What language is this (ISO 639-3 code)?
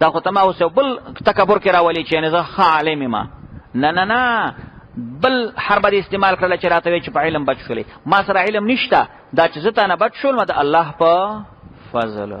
pus